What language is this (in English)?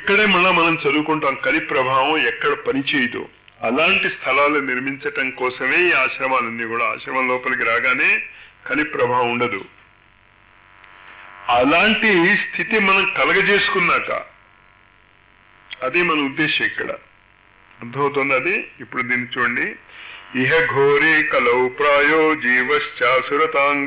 Telugu